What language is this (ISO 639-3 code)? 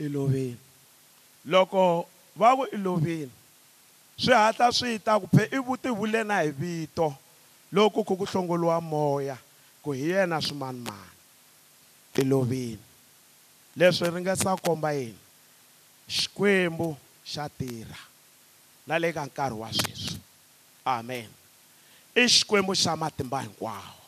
tso